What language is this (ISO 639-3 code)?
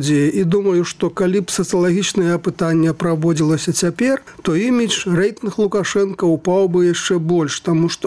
bel